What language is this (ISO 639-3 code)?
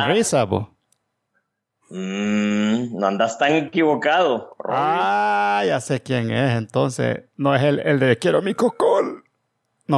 spa